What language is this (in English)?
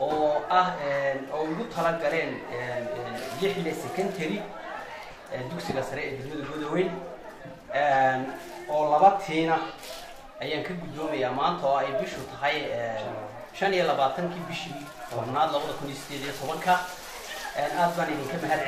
Somali